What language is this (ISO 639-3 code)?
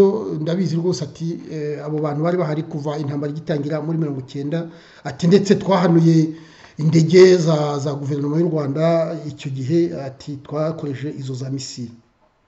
kin